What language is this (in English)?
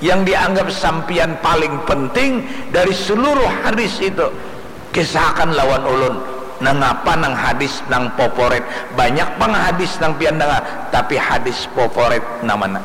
Banjar